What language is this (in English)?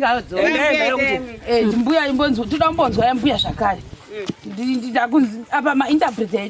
Shona